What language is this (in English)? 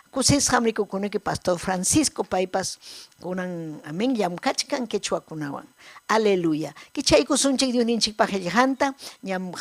Ayacucho Quechua